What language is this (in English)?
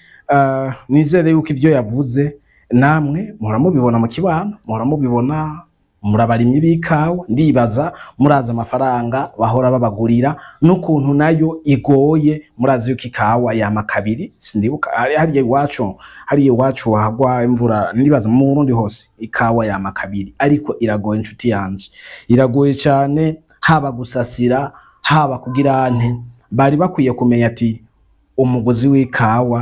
Rundi